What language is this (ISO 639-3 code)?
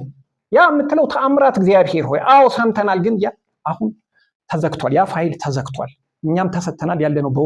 amh